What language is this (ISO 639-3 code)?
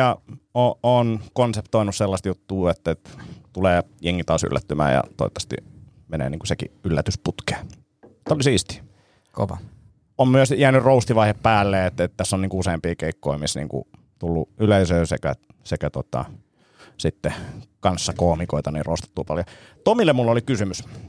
fin